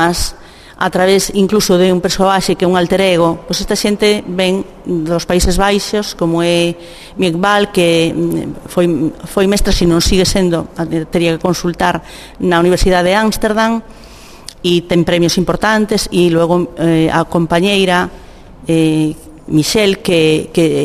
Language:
Galician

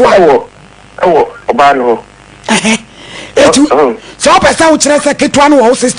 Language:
Akan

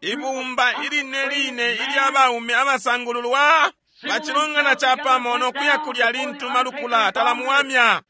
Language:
Bemba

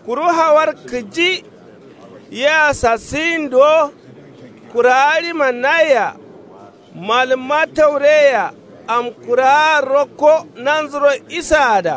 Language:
Kanuri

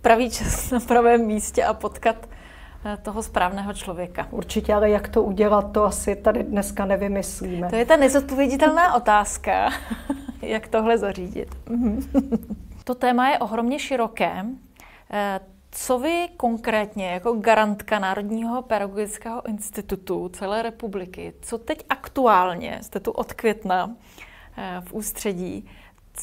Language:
Czech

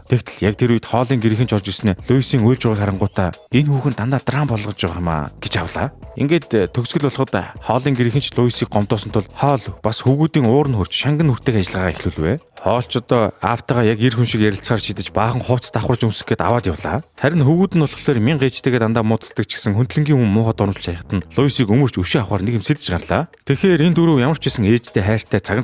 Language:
Mongolian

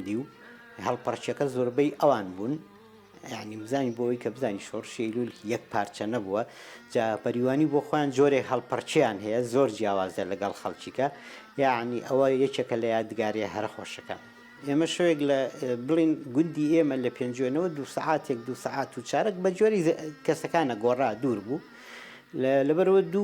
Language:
Central Kurdish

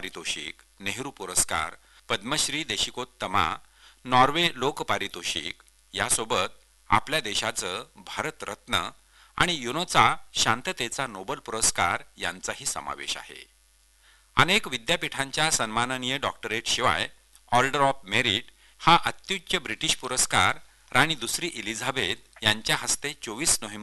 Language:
Marathi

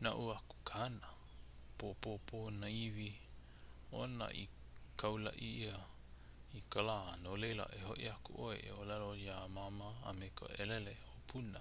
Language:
Hawaiian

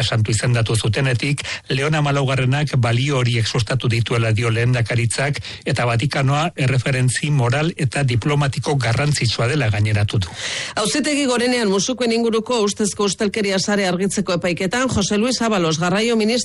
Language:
Basque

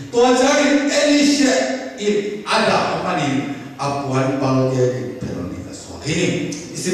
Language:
Tedim Chin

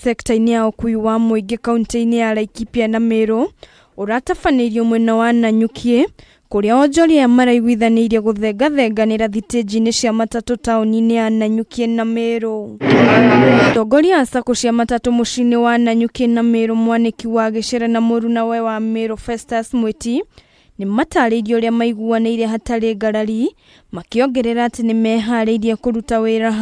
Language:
Kikuyu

